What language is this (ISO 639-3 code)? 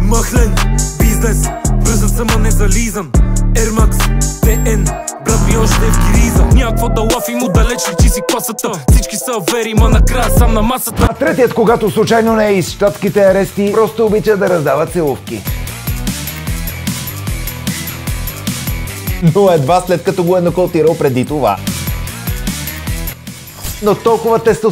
bul